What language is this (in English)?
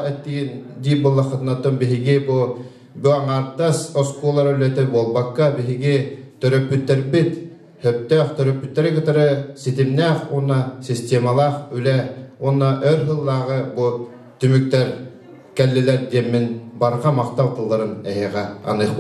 Yakut